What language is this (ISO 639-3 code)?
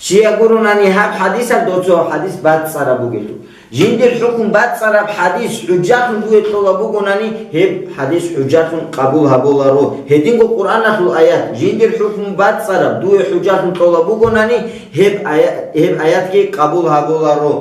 ava